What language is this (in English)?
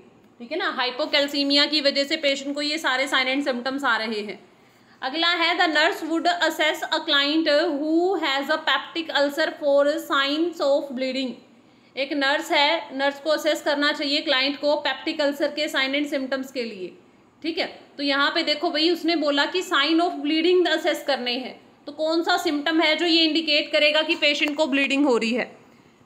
Hindi